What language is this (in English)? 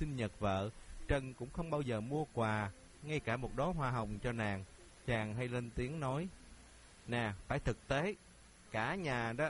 Vietnamese